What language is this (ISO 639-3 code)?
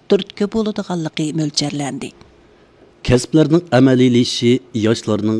uig